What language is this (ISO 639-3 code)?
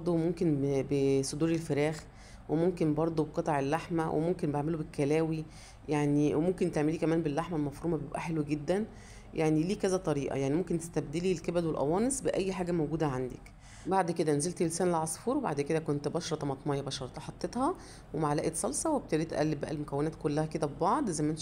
arz